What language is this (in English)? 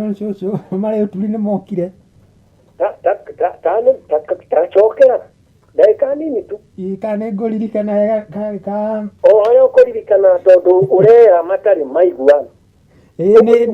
Kikuyu